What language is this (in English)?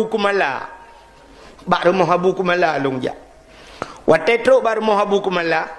Achinese